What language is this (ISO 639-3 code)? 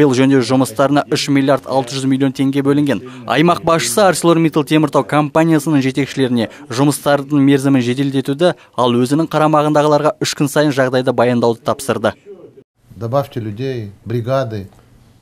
kaz